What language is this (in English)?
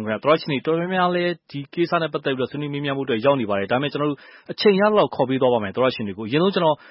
Burmese